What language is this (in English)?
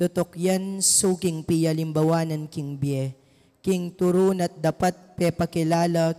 Pampanga